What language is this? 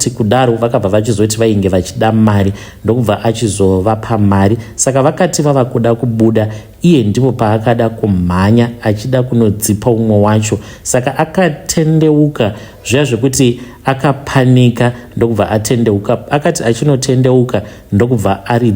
Shona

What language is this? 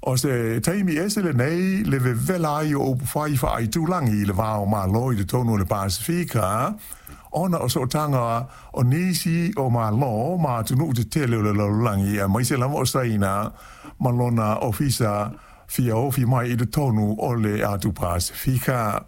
Samoan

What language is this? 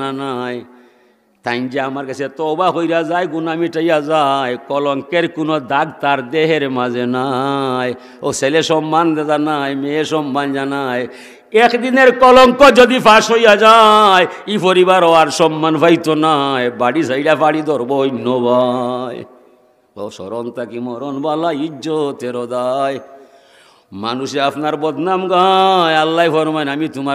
Sylheti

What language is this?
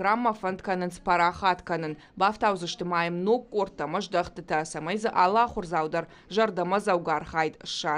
Ossetic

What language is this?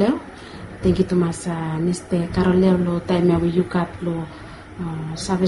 Bislama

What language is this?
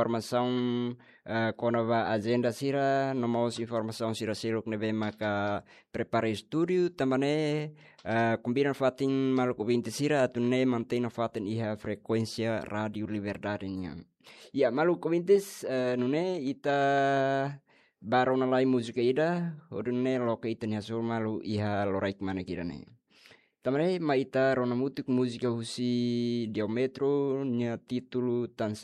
Tetum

